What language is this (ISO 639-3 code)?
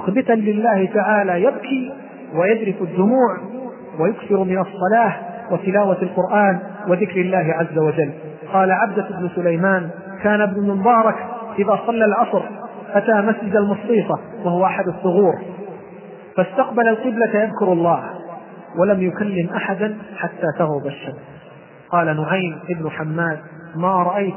ara